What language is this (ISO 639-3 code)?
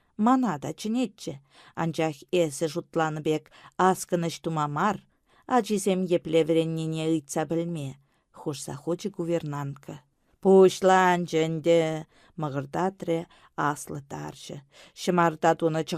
chv